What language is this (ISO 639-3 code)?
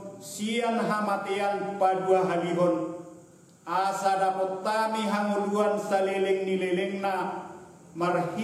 bbc